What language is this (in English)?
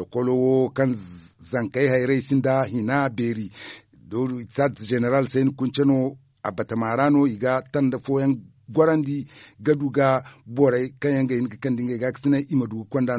Zarma